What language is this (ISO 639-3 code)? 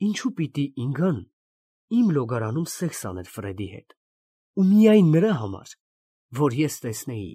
hye